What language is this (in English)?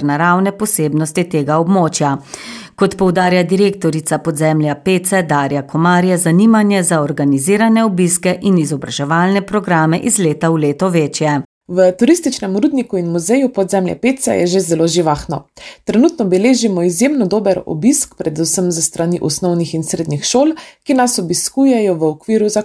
Slovenian